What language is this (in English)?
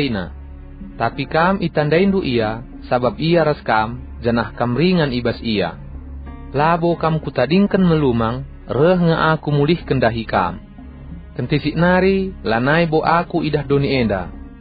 Batak Karo